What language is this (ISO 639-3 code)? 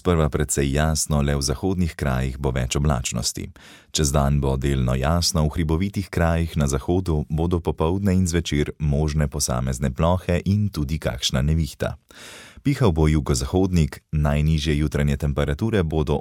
slv